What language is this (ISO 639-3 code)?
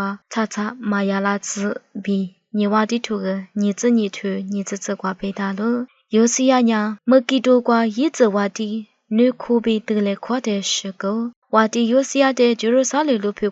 lis